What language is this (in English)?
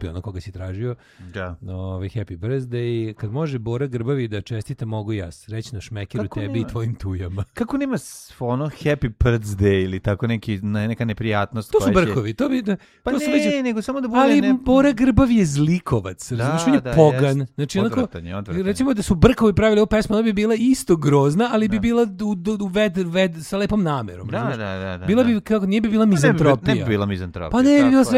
Serbian